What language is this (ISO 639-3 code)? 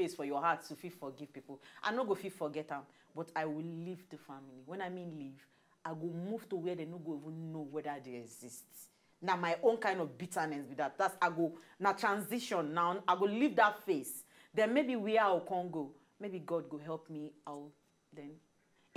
pcm